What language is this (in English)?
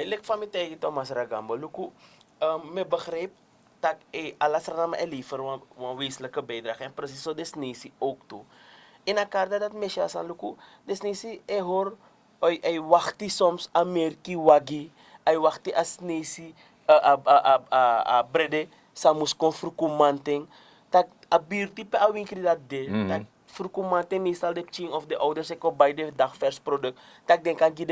Sranan Tongo